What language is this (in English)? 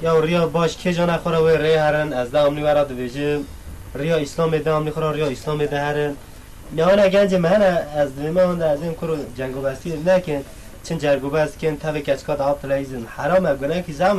Kurdish